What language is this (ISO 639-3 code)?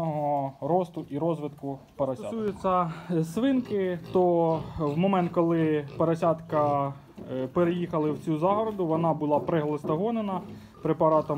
ukr